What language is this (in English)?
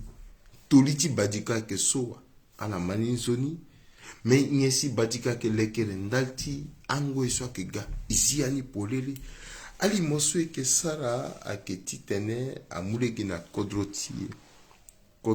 Sango